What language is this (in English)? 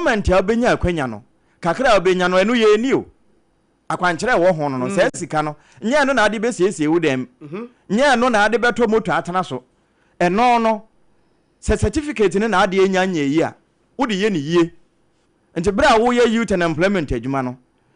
Akan